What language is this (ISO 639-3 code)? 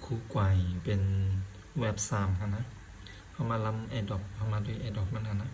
shn